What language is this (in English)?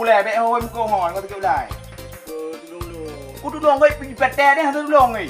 Achinese